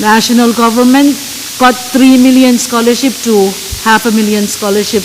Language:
Pohnpeian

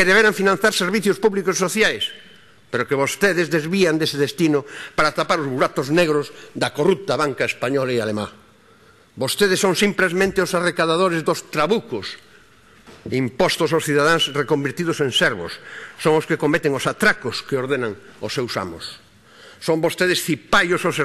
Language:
Galician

